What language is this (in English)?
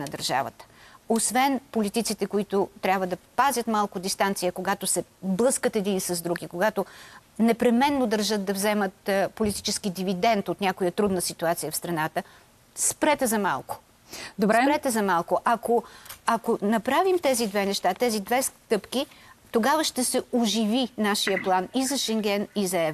Bulgarian